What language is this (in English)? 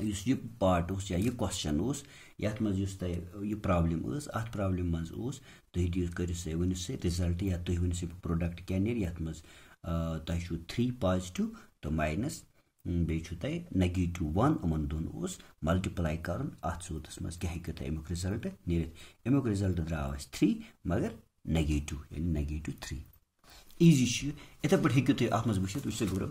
Kashmiri